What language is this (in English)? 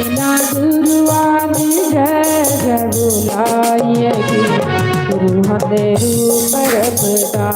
Dogri